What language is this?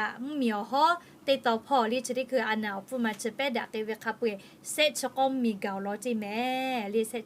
Lahu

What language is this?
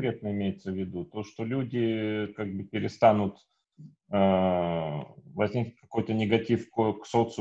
Russian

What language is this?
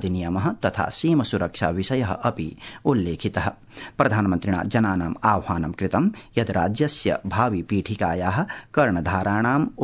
Sanskrit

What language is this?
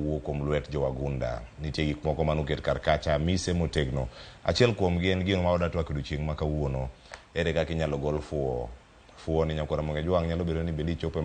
Luo (Kenya and Tanzania)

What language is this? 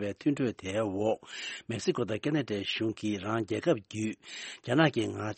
Tibetan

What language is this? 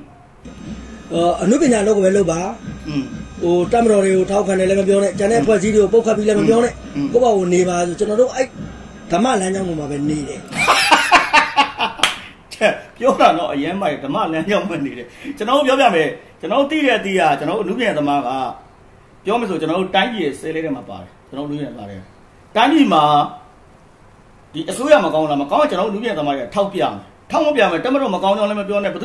Burmese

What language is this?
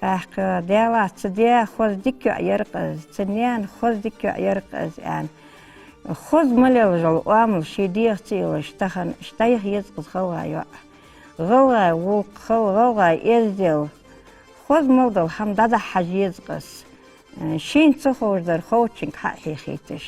Ingush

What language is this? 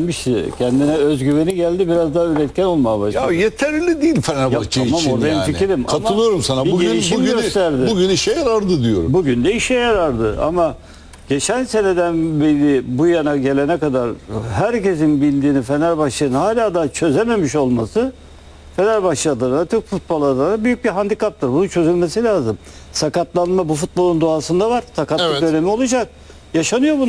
Turkish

